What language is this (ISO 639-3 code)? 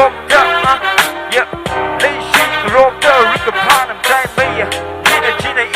nmf